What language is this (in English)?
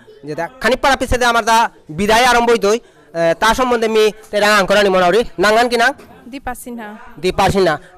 Bishnupriya